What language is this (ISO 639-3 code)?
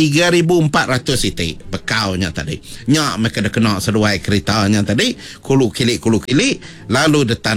iba